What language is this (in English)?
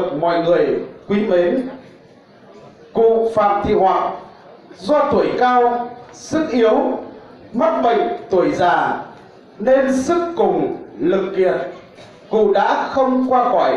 Vietnamese